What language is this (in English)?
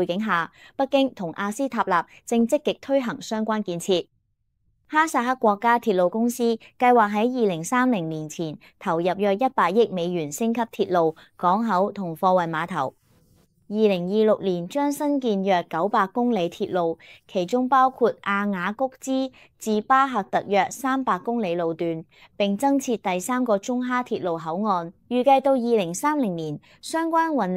Cantonese